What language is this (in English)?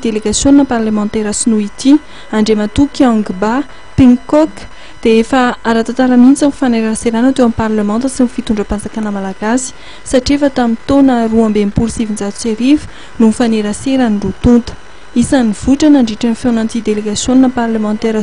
Malagasy